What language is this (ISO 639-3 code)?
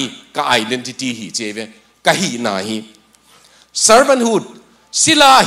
ctd